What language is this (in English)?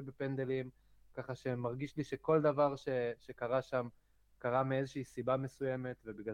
Hebrew